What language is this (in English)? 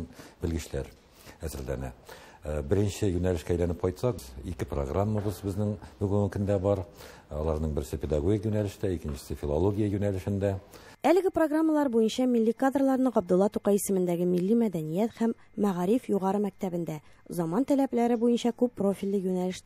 Tatar